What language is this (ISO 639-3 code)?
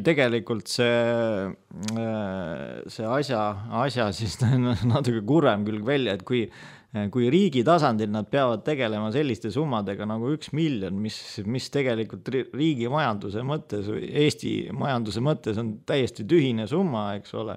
est